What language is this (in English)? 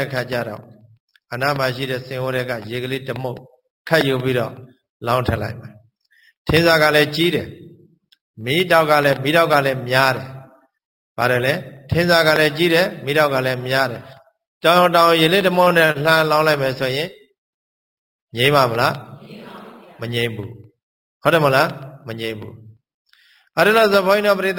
Burmese